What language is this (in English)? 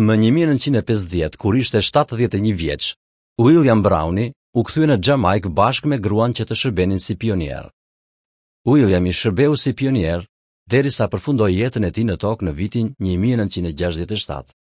Albanian